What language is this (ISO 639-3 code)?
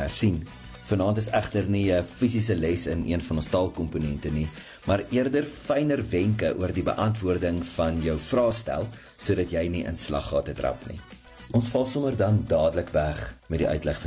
afr